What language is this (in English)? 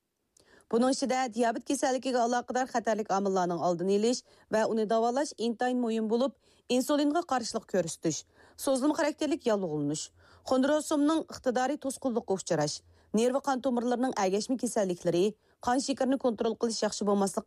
Uyghur